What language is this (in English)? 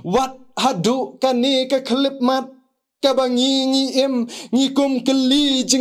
Khasi